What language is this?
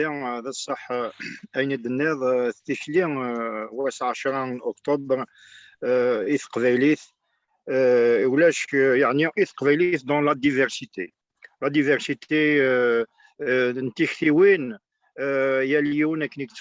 Kabyle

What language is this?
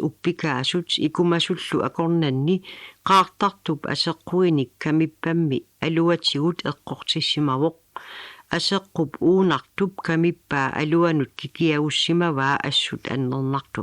Kalaallisut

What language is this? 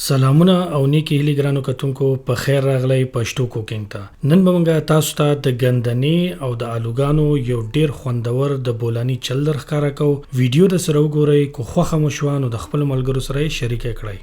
Pashto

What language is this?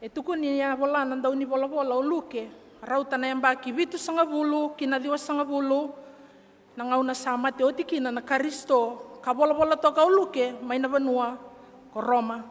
Fijian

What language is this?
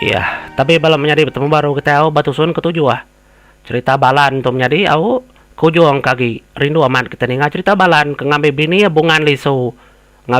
Iban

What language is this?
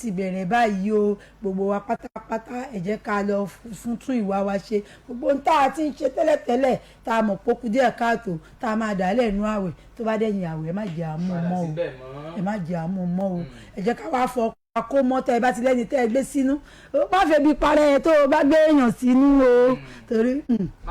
Yoruba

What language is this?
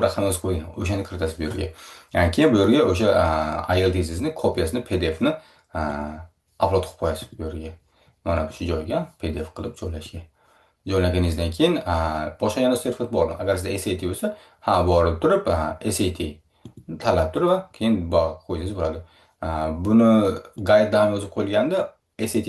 Uzbek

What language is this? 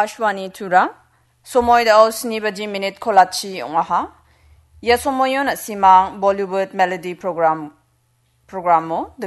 Garo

